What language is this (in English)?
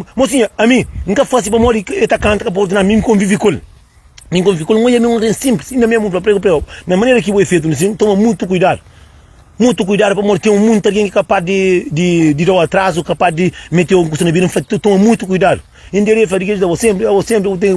Kabuverdianu